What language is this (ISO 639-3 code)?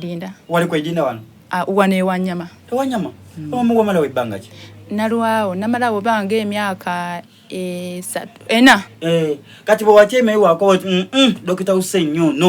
xog